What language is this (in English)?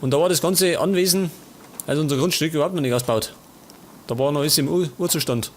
Bavarian